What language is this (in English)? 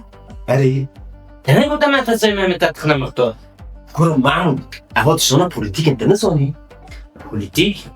Kurdish